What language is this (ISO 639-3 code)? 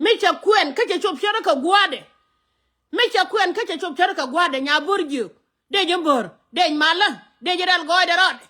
nus